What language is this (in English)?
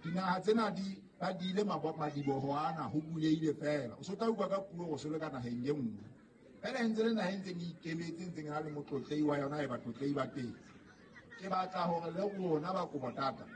Southern Sotho